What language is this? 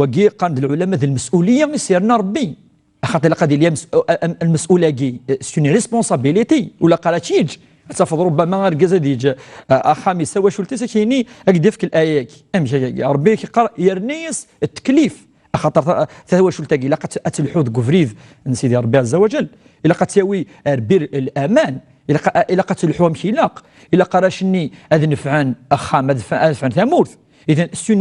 Kabyle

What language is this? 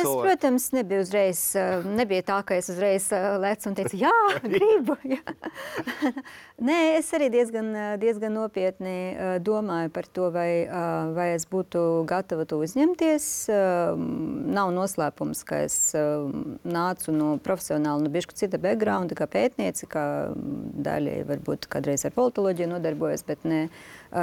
Latvian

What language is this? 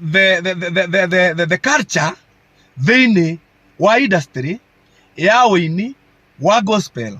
Kikuyu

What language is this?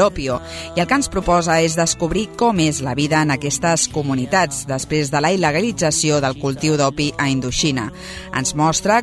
Catalan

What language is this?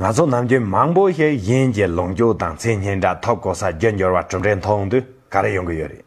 Tibetan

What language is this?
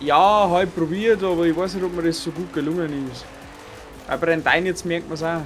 Bavarian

